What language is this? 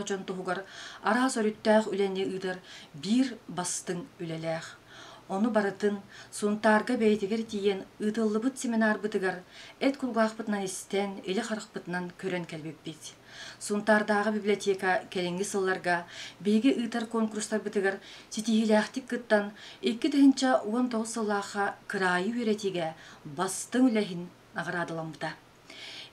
Yakut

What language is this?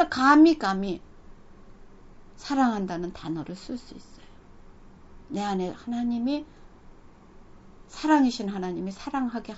Korean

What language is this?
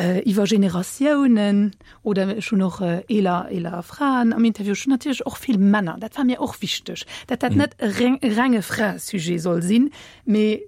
Luxembourgish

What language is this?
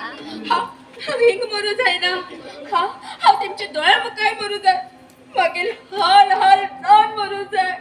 Konkani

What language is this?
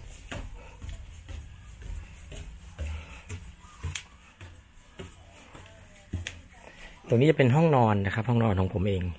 Thai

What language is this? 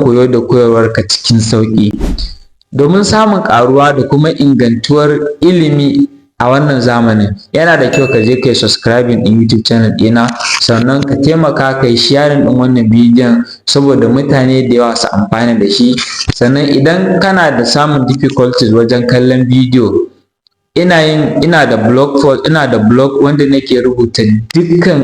Hausa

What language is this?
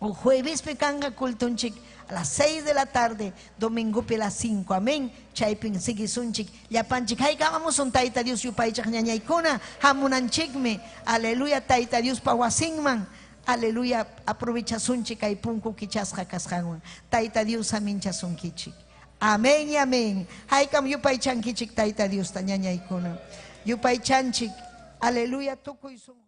Ayacucho Quechua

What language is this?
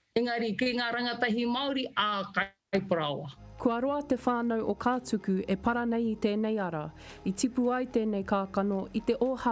Māori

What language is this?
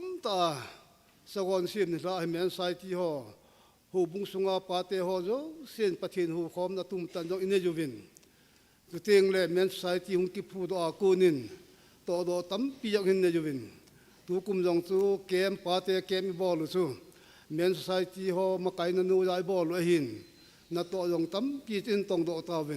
Thado Chin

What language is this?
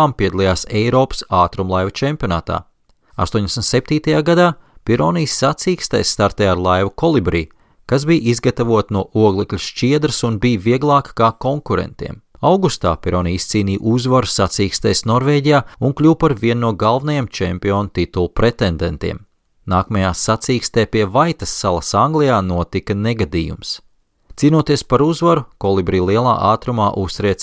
Latvian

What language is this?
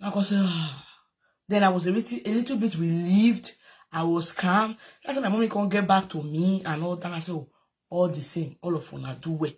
Nigerian Pidgin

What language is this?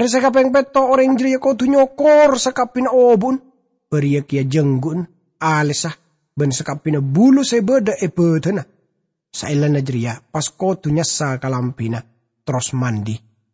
Madurese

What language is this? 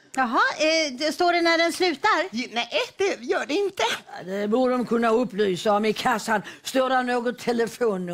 Swedish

